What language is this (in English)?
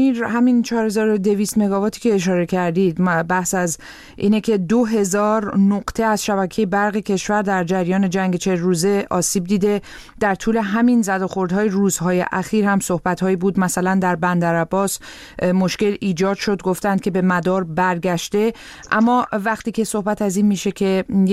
Persian